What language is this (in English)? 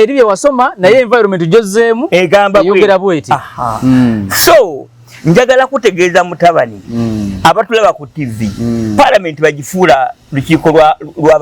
Ganda